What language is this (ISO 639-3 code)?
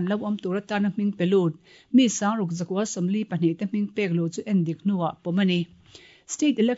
lus